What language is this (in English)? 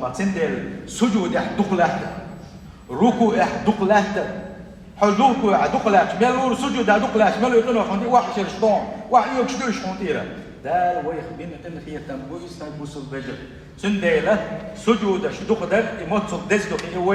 Chechen